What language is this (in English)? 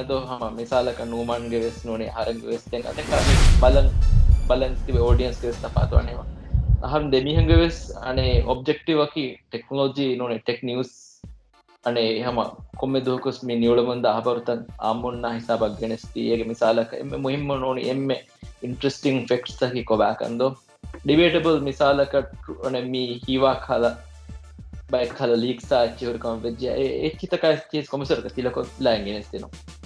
Divehi